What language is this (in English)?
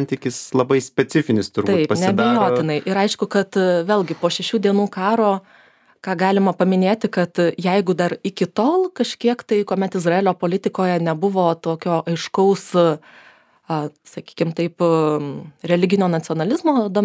Lithuanian